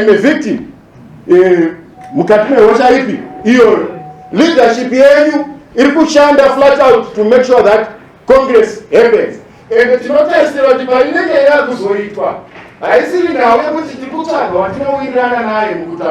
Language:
Shona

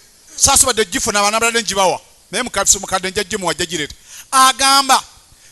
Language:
Ganda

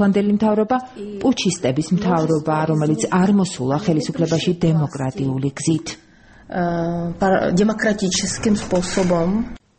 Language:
Georgian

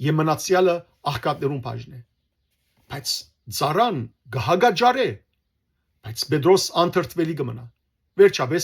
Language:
Western Armenian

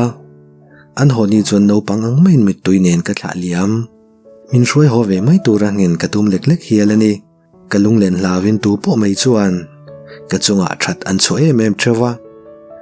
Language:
Mizo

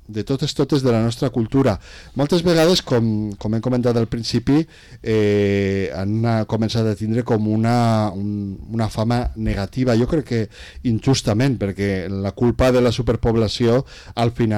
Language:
Catalan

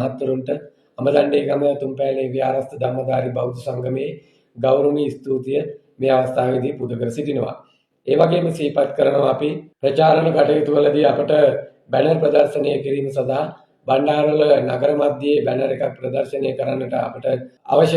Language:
Sinhala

